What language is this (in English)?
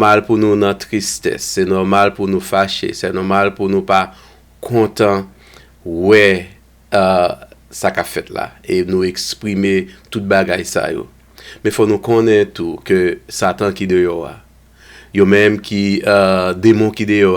Haitian Creole